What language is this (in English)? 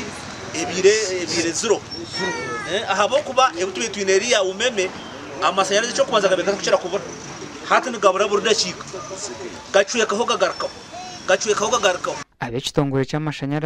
Nyankole